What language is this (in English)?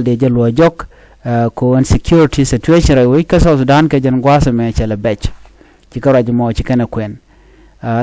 Nuer